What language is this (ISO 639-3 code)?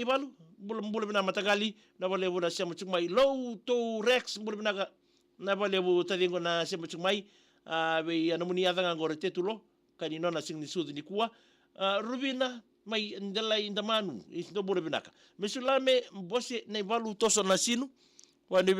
fij